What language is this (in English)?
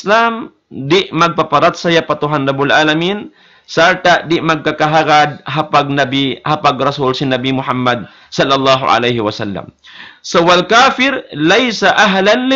Tausug